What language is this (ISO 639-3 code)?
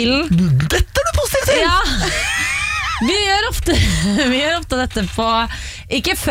nor